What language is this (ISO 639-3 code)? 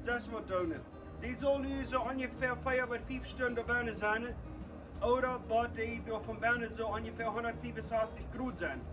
pdt